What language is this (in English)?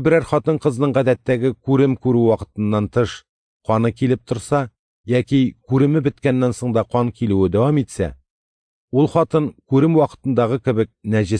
Tatar